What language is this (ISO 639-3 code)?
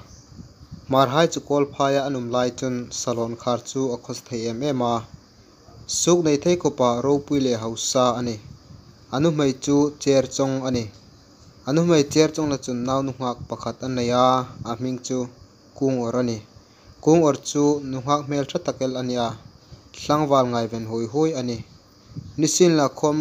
hmr